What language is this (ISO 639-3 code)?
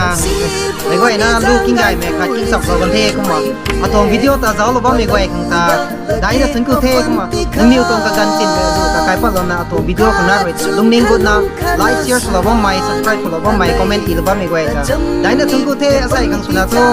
nbu